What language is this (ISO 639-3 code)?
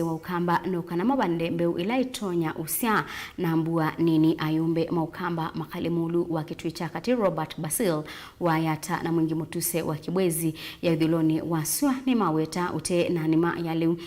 kam